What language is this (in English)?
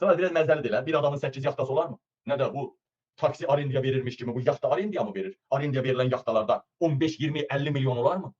Azerbaijani